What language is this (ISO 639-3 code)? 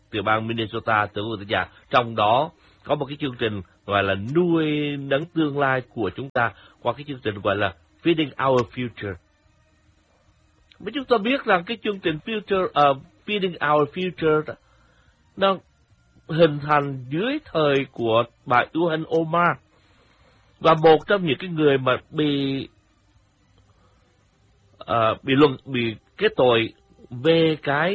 vie